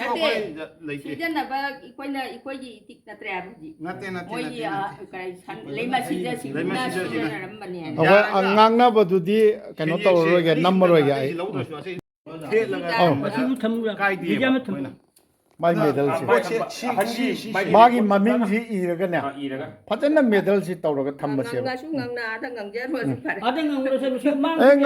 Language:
Manipuri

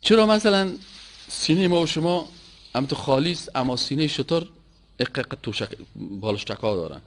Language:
Persian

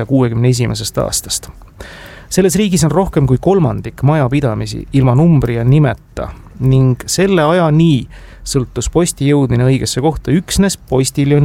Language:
Estonian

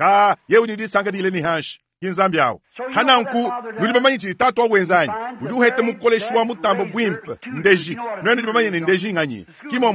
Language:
Luba-Lulua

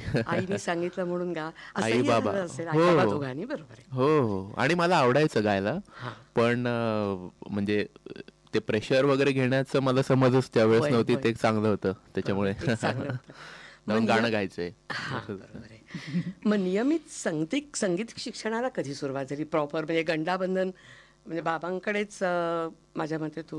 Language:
Marathi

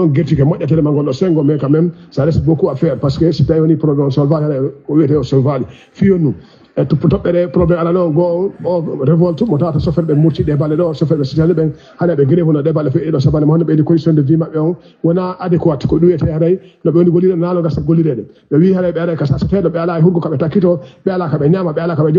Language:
Fula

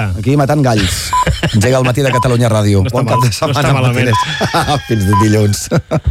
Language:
Catalan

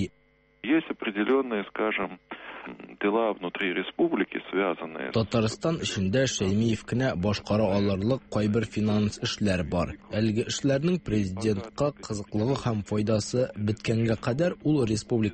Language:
Tatar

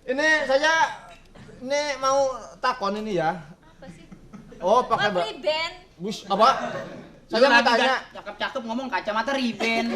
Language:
Betawi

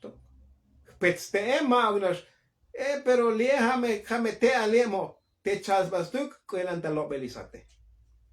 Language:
Tzotzil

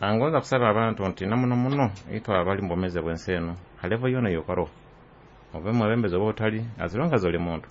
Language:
Nyoro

